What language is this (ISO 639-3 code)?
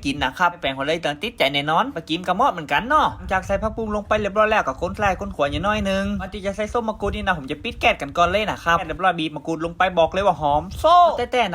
nod